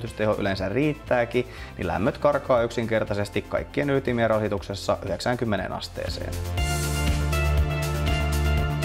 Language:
Finnish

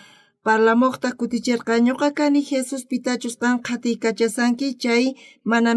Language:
South Bolivian Quechua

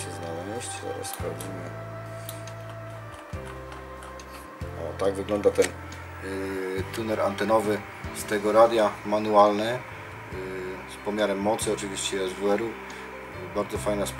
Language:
Polish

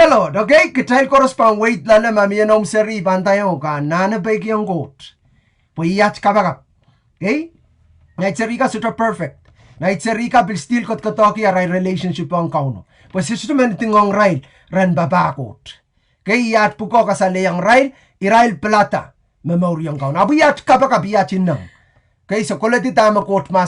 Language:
Pohnpeian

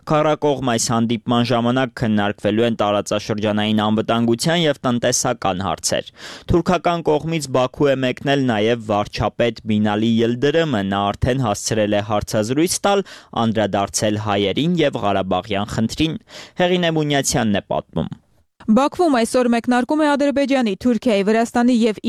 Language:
Armenian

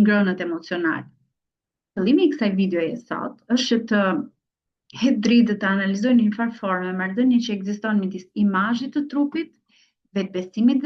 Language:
Albanian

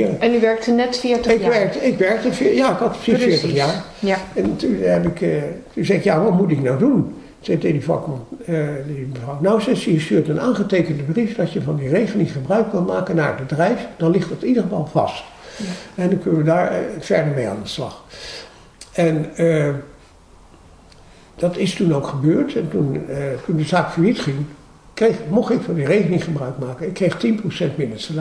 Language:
Dutch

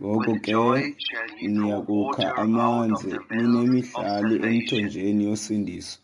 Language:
Xhosa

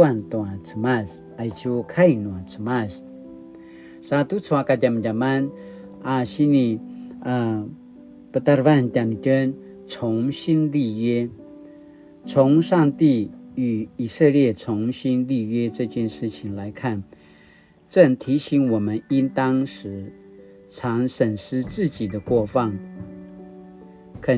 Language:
Paiwan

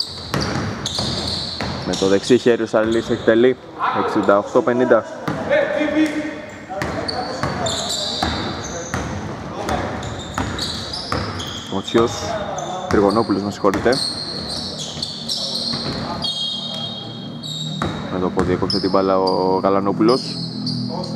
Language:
Greek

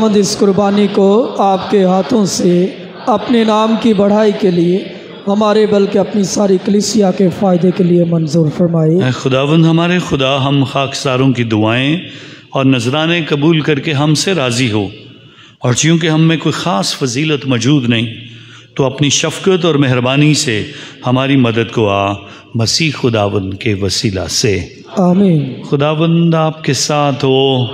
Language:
Urdu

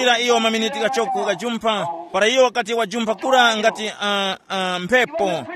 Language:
Tumbuka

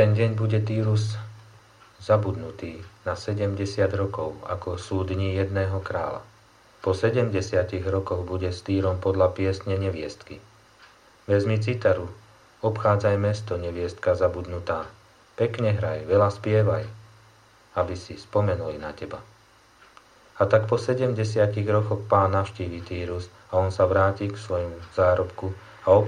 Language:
Slovak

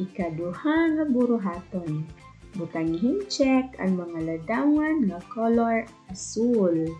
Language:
Waray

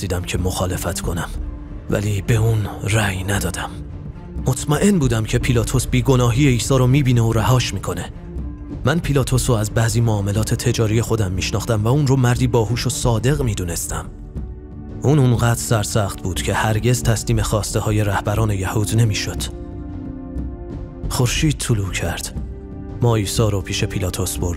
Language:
Persian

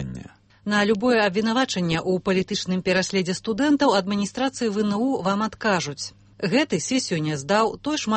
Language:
Belarusian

